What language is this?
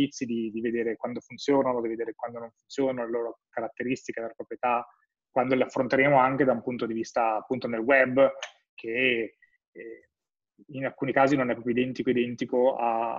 Italian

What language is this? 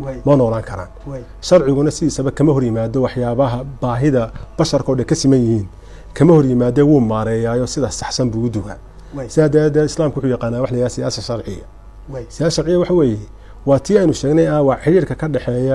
Somali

